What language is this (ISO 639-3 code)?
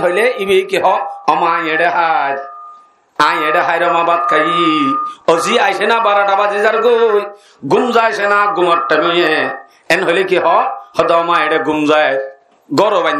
rhg